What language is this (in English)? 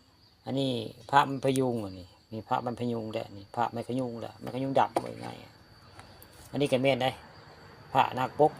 Northeastern Thai